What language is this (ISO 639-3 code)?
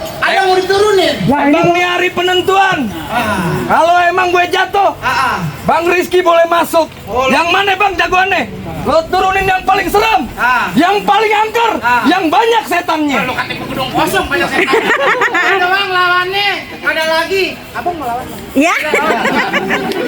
bew